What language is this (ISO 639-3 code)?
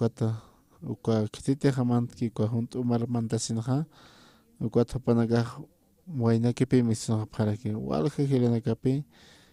aym